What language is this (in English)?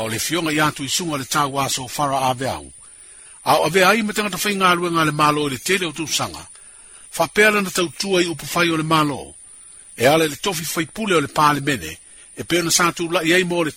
Samoan